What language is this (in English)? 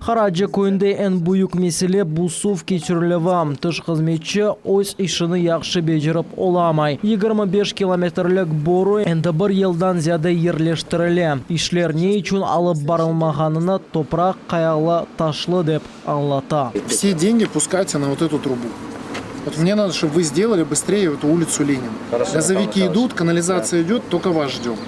Crimean Tatar